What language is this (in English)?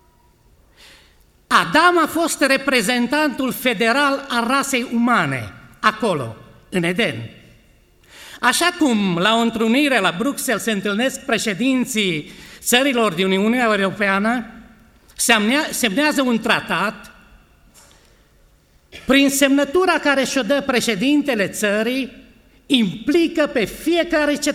Romanian